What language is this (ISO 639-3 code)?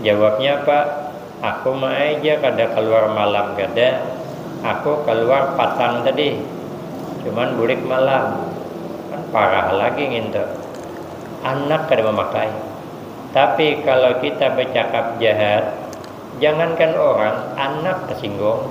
bjn